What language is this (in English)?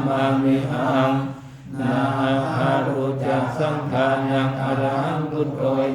Pali